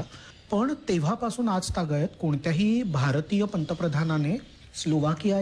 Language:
Marathi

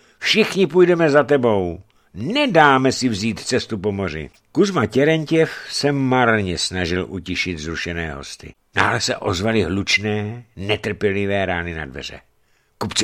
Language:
Czech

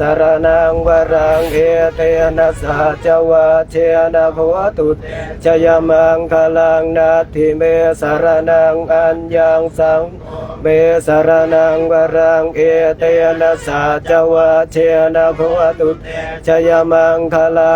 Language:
Pali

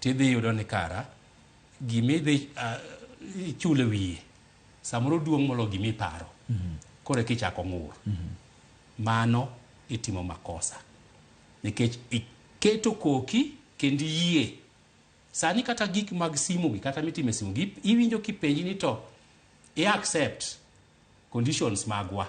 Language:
Luo (Kenya and Tanzania)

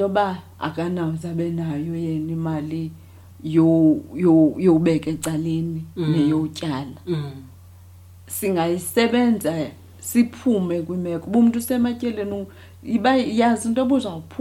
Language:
Xhosa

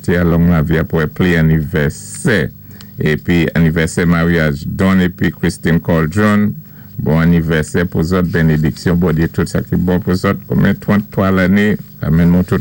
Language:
Saint Lucian Creole French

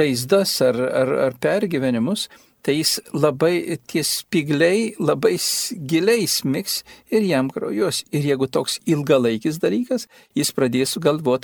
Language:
Lithuanian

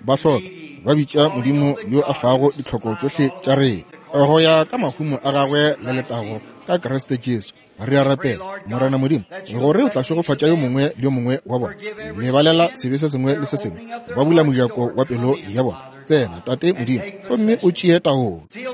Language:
Northern Sotho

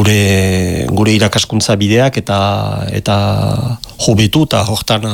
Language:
Basque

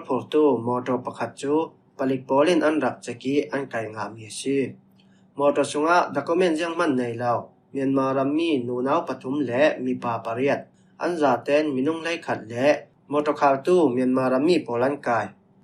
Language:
Falam Chin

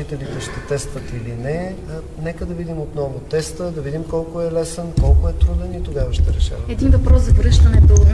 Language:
Bulgarian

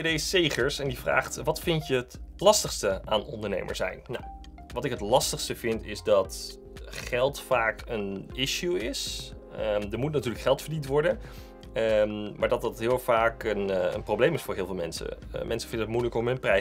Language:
Dutch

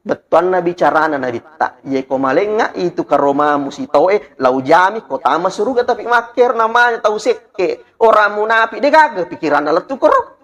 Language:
Buginese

